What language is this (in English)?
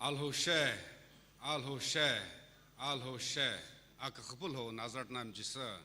Sumi Naga